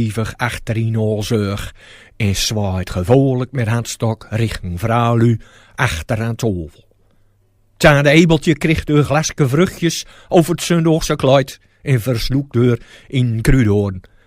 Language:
Gronings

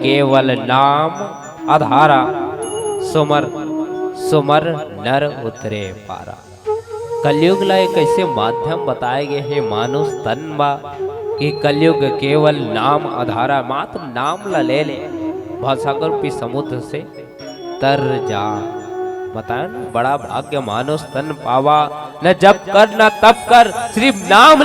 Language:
Chhattisgarhi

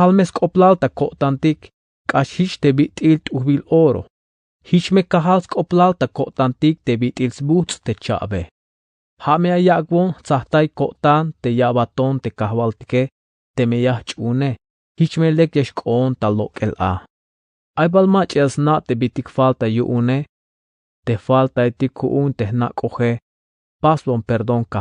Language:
Tzeltal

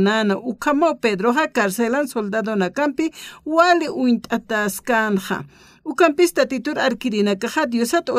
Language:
Aymara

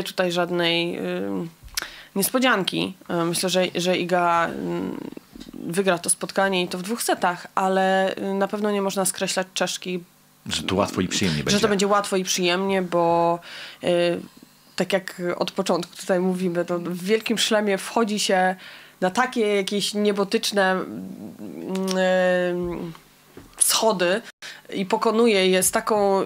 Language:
Polish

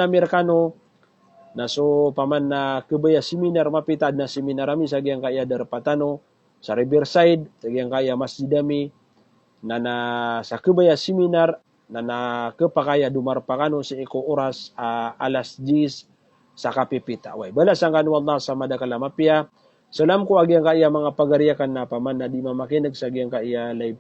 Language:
Maranao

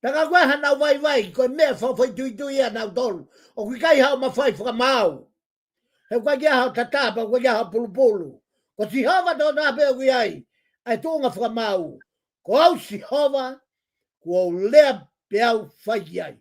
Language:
Tongan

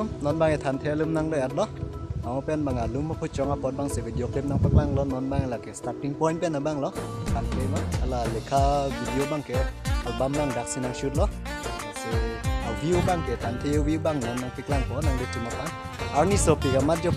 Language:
Karbi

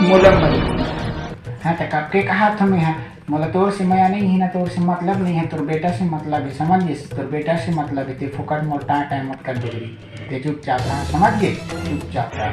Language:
Chhattisgarhi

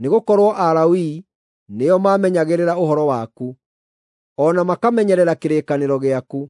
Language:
Kikuyu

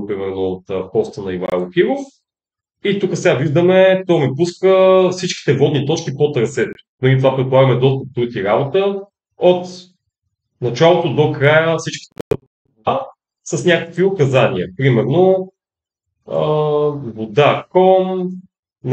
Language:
Bulgarian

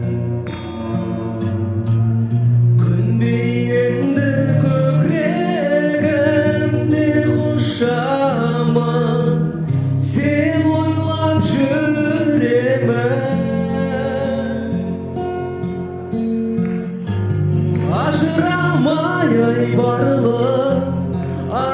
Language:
Kazakh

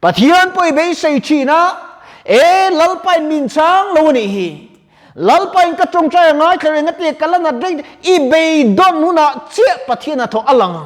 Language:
Mizo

